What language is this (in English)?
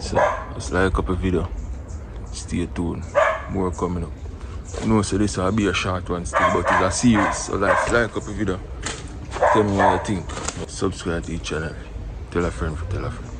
Jamaican Creole English